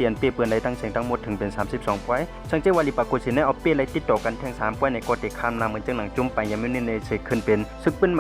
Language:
Shan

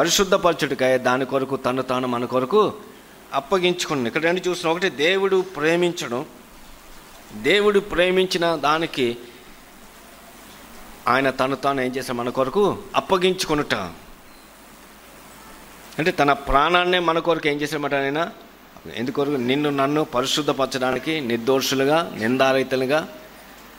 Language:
Telugu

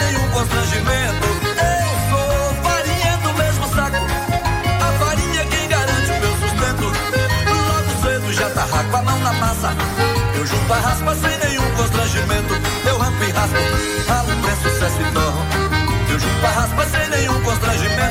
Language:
Portuguese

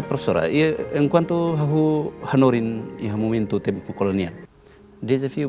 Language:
Tetum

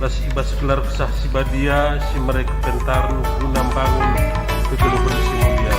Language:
Batak Karo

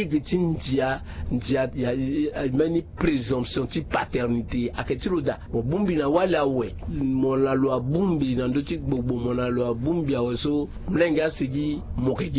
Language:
Sango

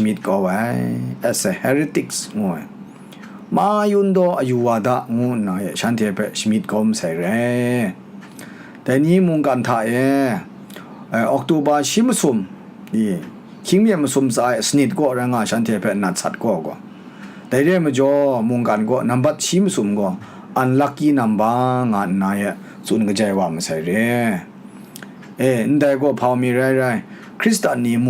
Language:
Kachin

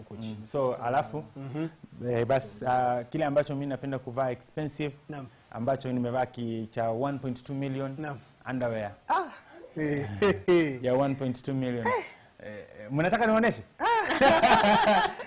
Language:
Swahili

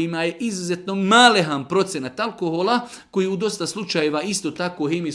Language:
Bosnian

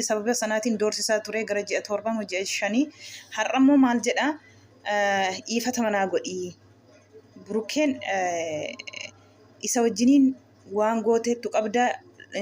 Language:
Oromo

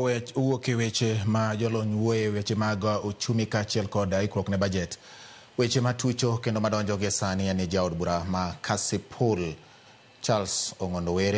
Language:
Luo (Kenya and Tanzania)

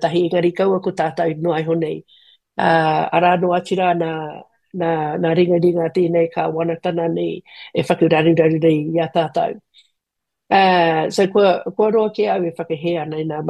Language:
Māori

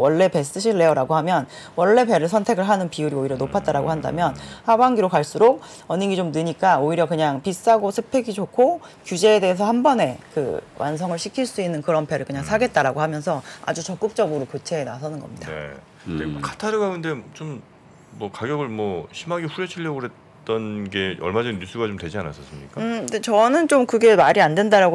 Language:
Korean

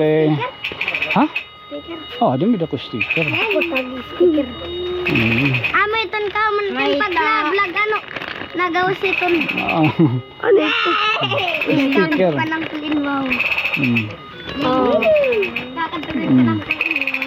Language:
Waray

